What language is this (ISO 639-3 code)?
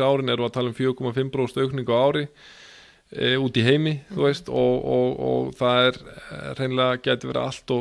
isl